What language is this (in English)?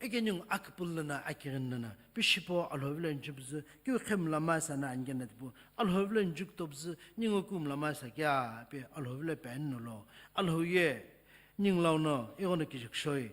Sumi Naga